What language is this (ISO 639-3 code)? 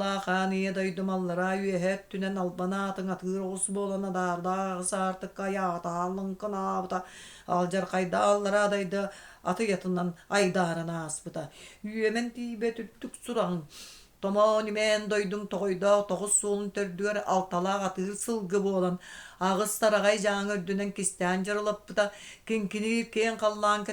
sah